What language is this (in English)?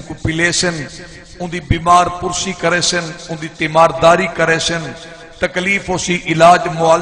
Saraiki